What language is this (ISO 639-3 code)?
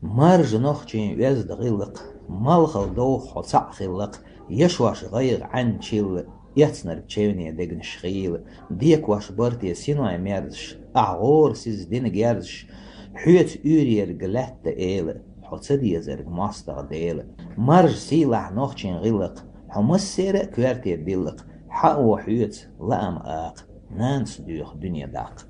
che